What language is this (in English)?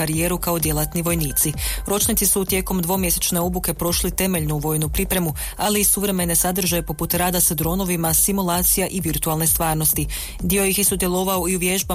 Croatian